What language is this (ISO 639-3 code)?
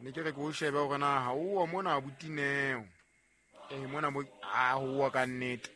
sot